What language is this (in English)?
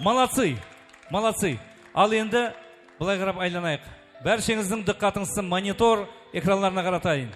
Kara-Kalpak